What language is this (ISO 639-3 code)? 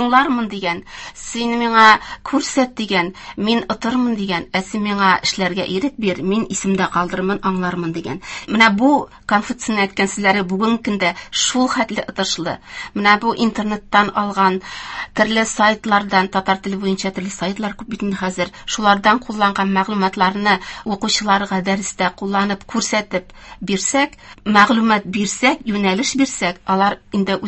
tat